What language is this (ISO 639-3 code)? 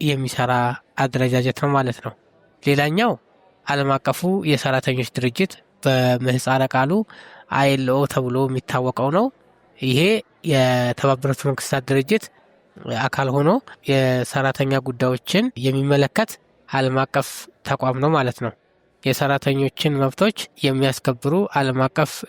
amh